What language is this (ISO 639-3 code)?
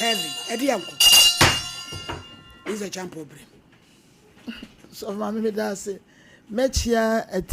aka